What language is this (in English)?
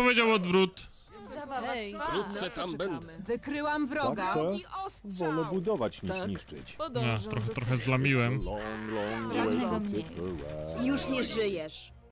Polish